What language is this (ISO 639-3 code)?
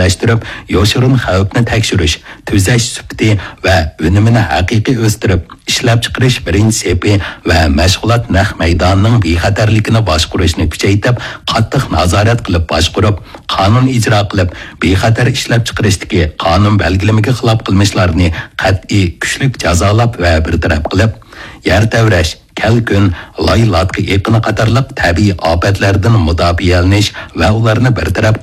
uig